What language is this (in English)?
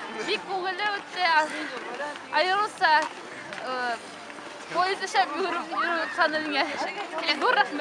Bashkir